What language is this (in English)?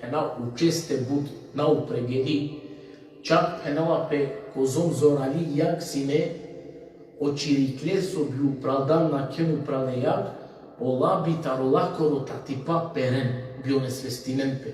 Balkan Romani